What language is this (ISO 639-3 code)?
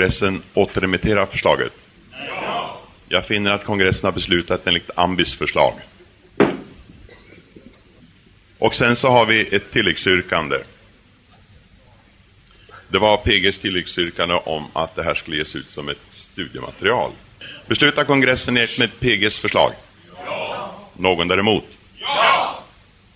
swe